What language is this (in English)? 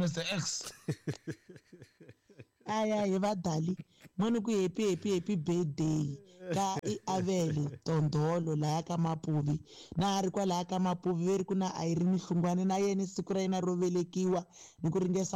Tsonga